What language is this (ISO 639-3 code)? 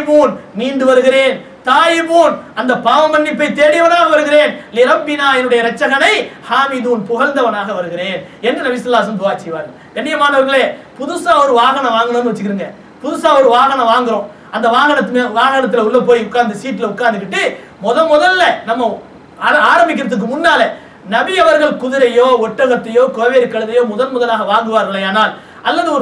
tam